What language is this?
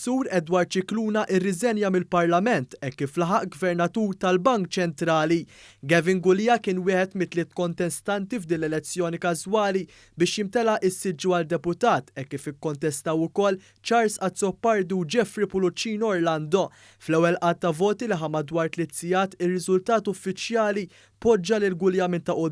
Maltese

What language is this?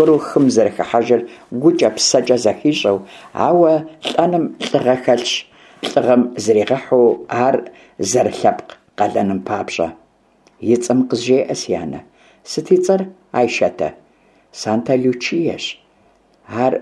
Kabardian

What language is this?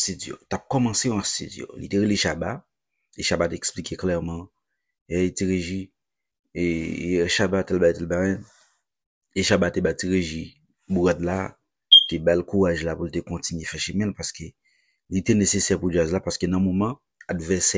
Haitian Creole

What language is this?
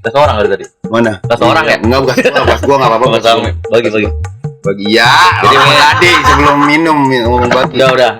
Betawi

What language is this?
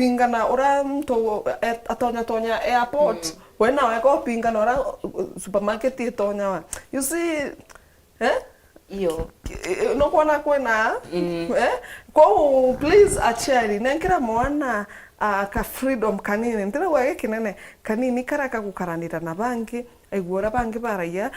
Meru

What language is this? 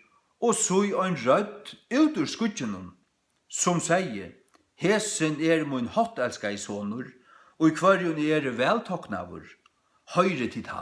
Faroese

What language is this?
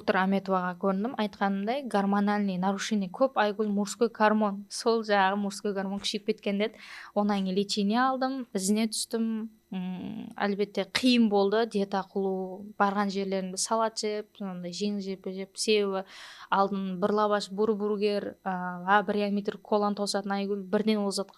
Kara-Kalpak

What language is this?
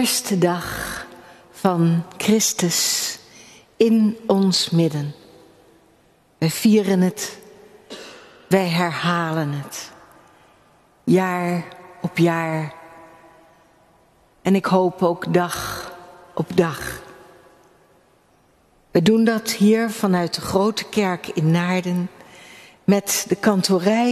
Dutch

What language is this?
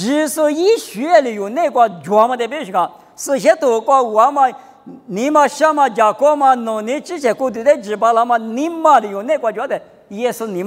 Lisu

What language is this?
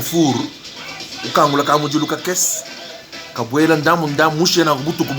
Luba-Lulua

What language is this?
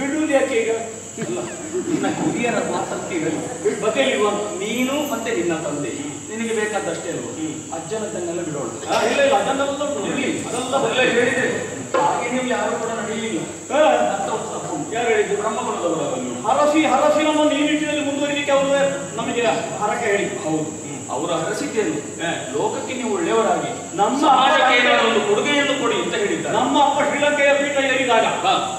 Kannada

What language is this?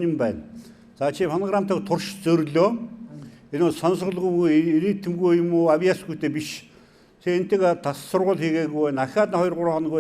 Mongolian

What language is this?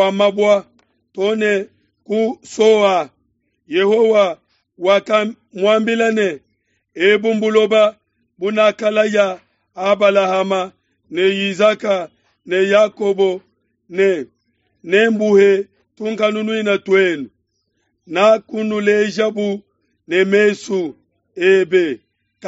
Luba-Lulua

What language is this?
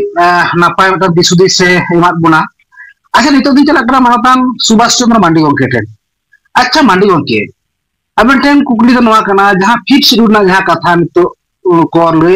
Santali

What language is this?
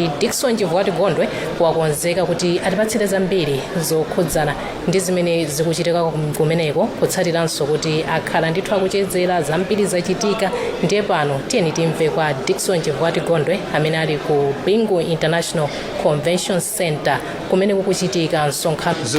Nyanja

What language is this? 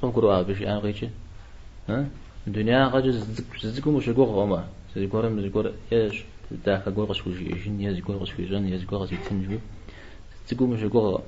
Kabardian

